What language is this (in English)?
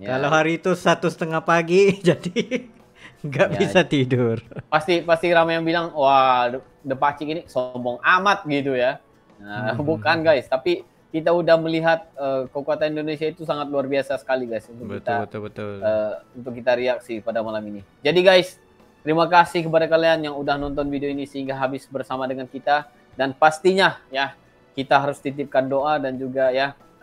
Malay